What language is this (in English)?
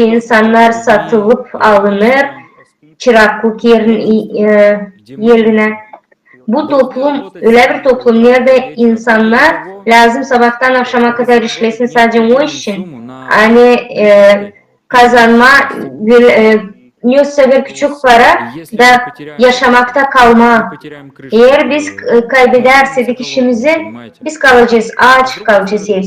Gagauz